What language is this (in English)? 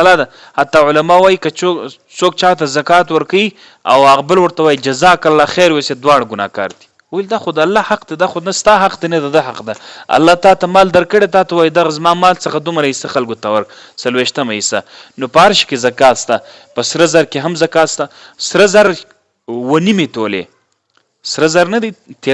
Pashto